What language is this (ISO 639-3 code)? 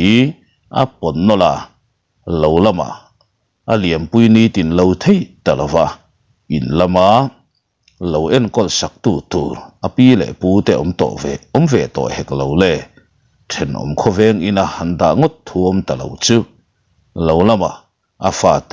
lus